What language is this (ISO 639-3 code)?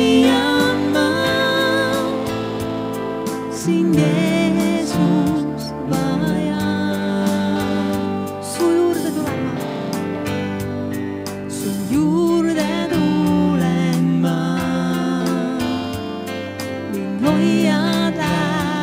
est